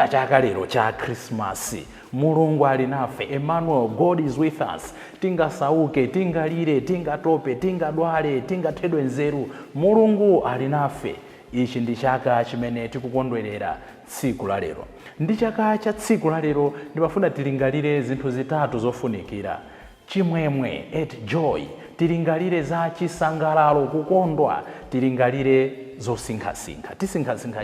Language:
Nyanja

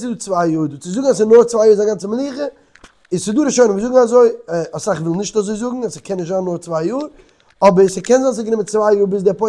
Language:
Yiddish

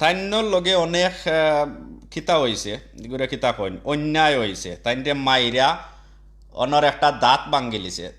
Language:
Sylheti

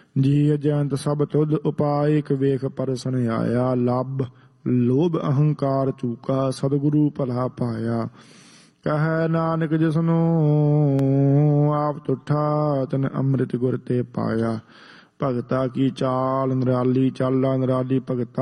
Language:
Punjabi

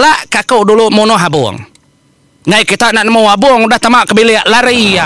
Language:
Iban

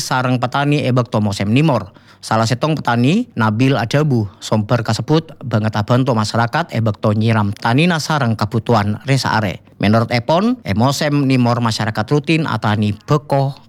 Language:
Madurese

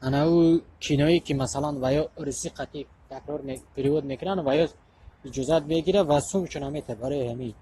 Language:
Tajik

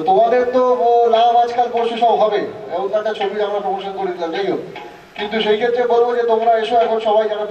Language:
Bangla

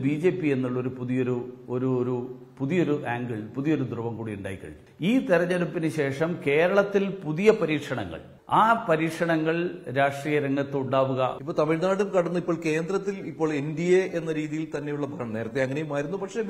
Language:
Malayalam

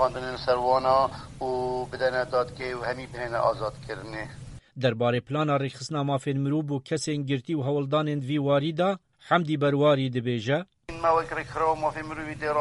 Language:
Kurdish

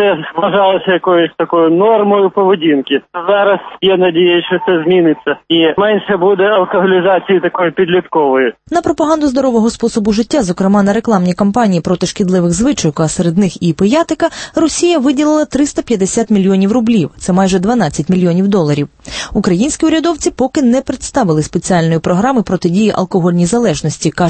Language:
Ukrainian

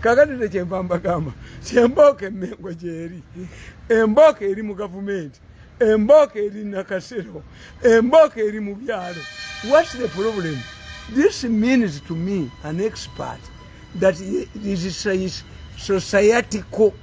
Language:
Ganda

